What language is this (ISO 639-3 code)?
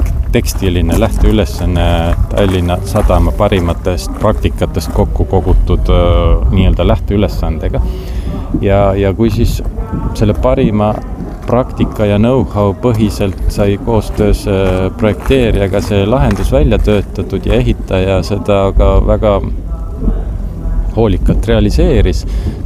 est